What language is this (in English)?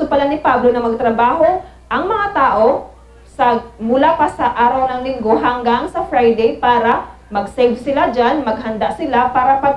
Filipino